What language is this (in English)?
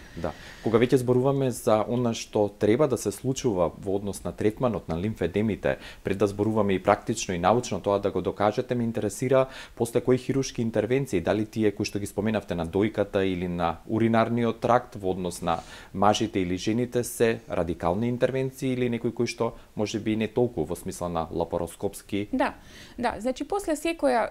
Macedonian